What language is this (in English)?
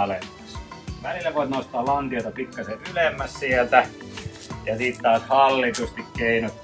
Finnish